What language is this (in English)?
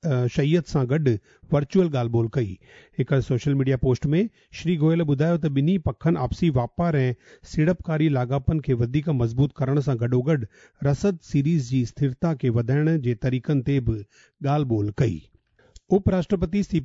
Sindhi